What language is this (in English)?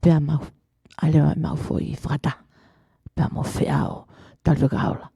Tongan